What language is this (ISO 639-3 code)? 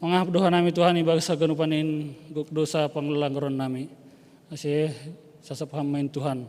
bts